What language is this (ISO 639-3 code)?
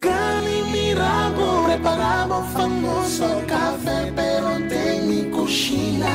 pap